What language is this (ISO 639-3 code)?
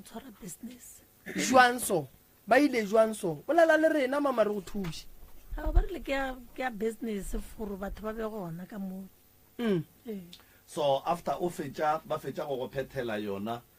nso